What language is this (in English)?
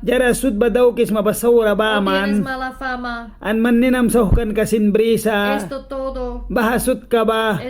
Mískito